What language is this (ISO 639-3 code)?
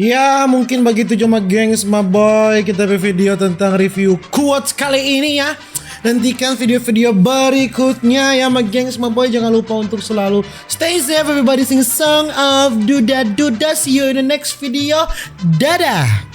xmm